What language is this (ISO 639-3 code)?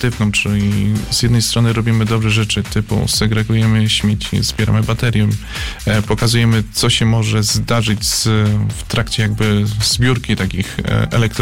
pol